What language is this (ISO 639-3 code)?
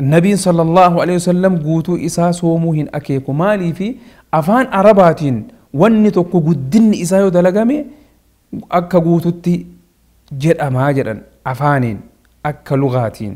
orm